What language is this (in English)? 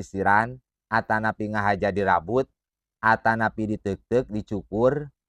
Sundanese